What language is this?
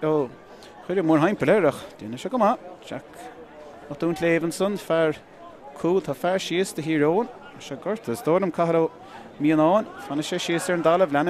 Irish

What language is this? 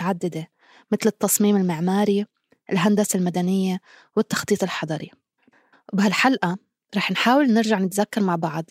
North Levantine Arabic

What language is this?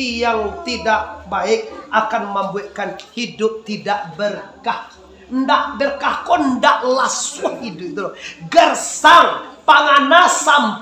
Minangkabau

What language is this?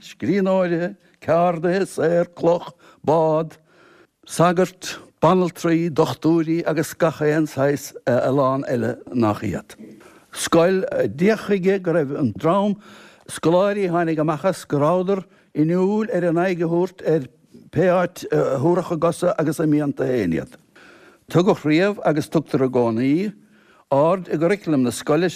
Irish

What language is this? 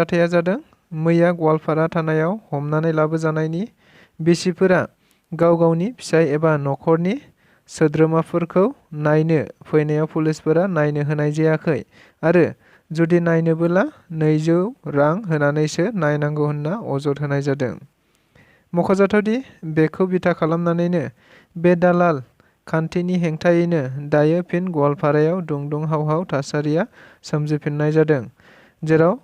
Bodo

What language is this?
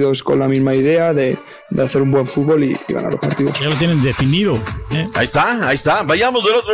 Spanish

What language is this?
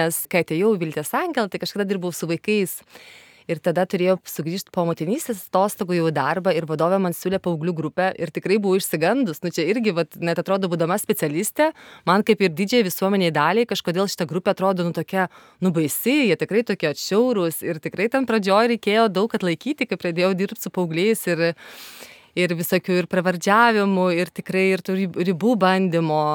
Lithuanian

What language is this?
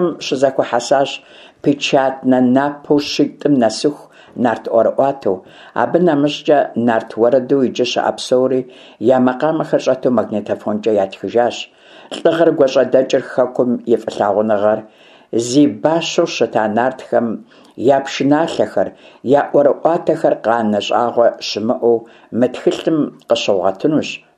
Kabardian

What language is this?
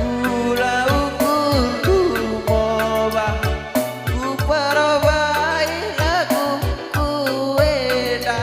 Batak Karo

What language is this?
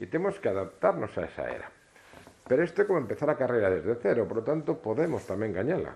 Galician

